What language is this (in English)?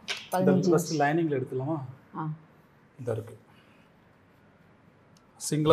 Tamil